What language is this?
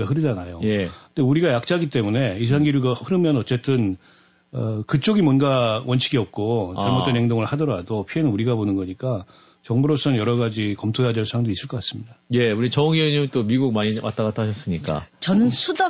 Korean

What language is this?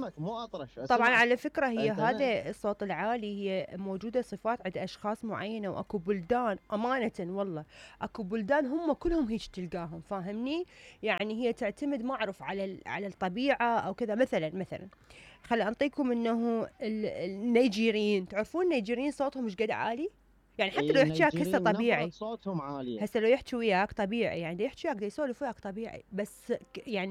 Mesopotamian Arabic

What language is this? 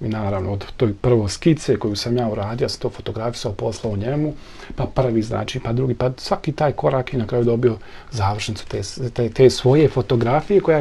Bosnian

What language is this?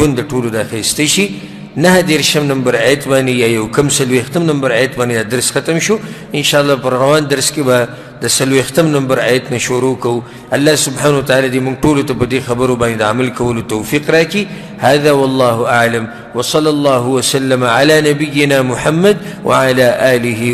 Pashto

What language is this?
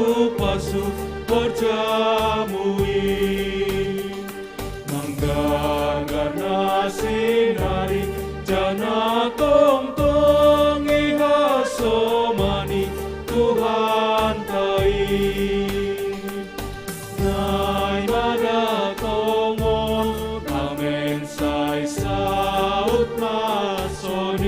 Batak Simalungun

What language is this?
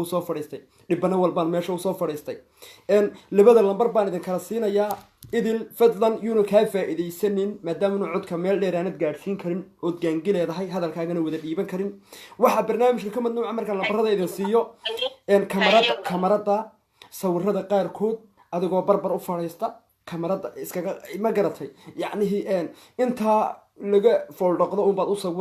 Somali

